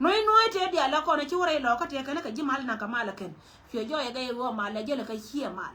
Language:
Nuer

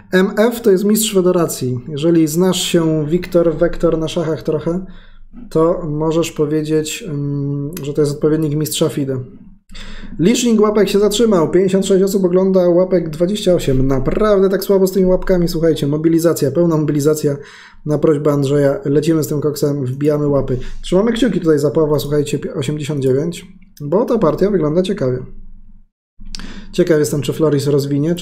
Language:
Polish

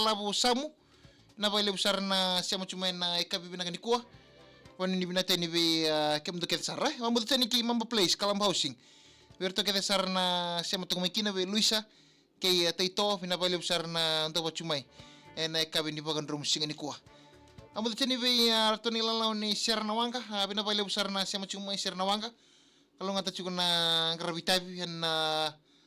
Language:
Fijian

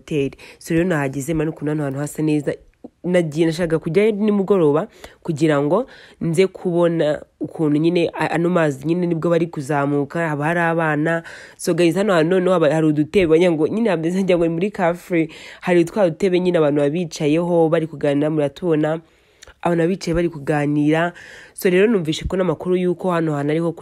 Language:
Kinyarwanda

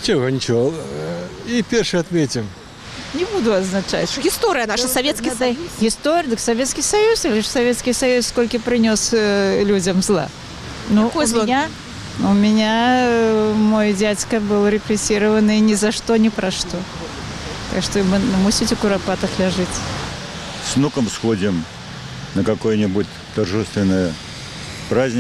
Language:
Belarusian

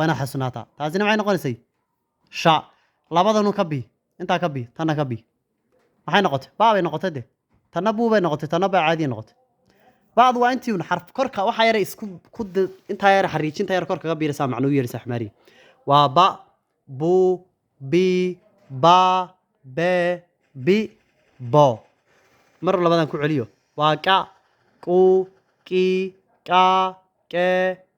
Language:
Somali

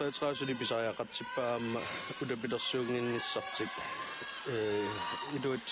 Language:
Kalaallisut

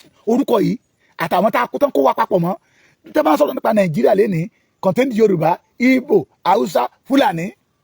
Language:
Yoruba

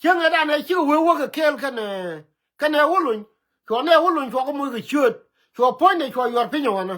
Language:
Nuer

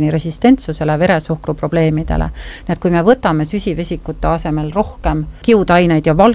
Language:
Estonian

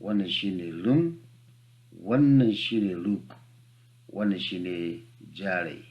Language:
Hausa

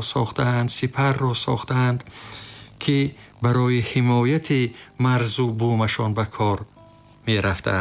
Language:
Tajik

